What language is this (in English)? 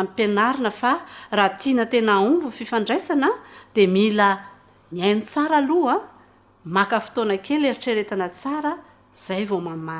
Malagasy